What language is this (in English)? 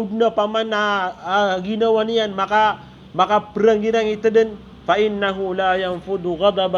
Maranao